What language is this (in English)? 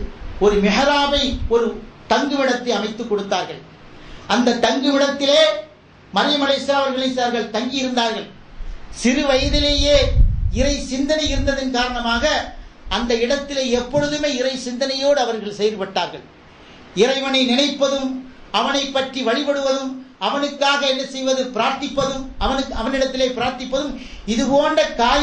Tamil